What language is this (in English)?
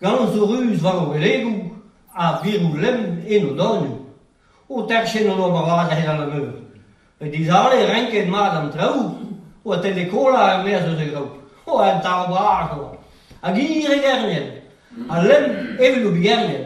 Breton